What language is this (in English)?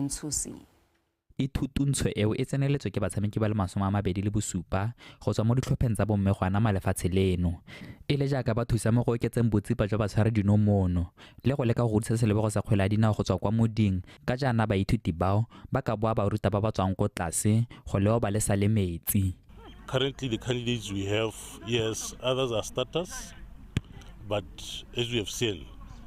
Tswana